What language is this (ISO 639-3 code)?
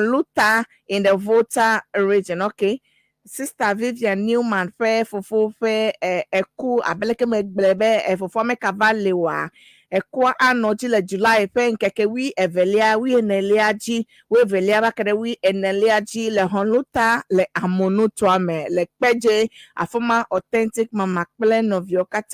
ewe